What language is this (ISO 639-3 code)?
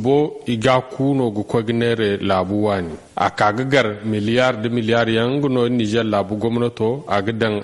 dje